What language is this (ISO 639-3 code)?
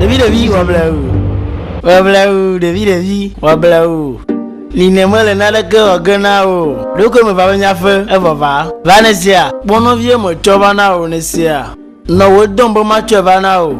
ewe